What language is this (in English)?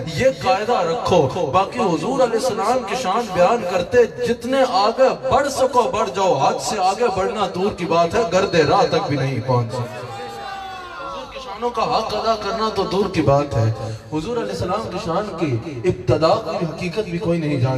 Urdu